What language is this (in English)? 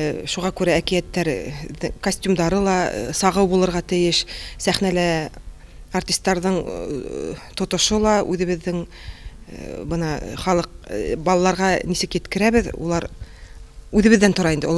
Bashkir